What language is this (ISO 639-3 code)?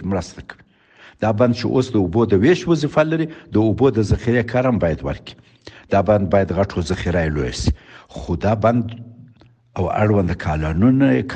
pus